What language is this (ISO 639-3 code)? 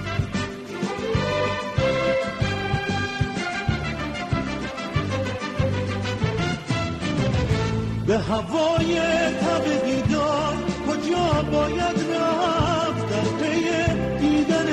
fas